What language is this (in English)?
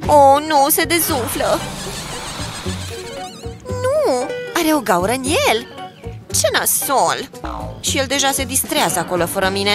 Romanian